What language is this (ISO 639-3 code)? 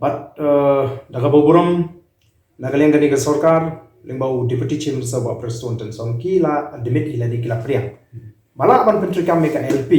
kha